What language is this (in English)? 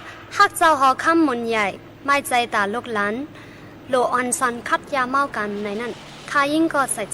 Shan